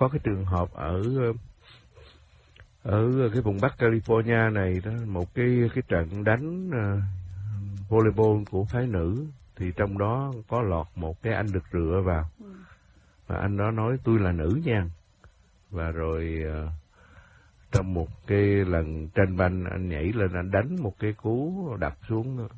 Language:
Vietnamese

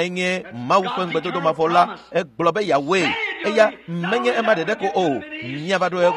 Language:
Ewe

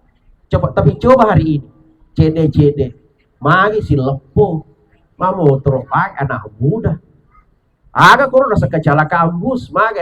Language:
Buginese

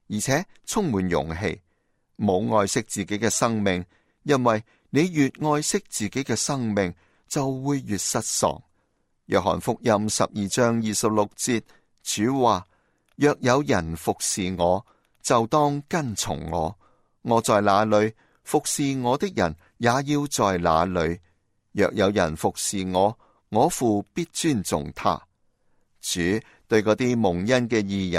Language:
Cantonese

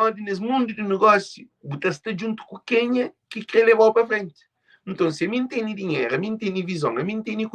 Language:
Kabuverdianu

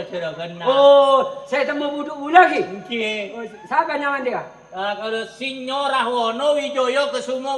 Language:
Madurese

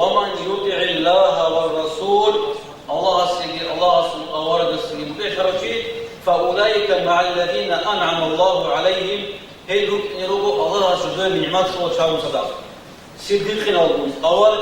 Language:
Avaric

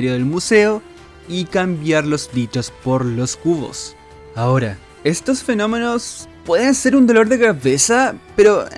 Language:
Spanish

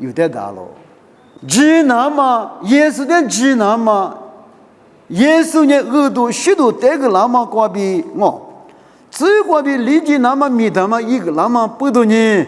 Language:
Lisu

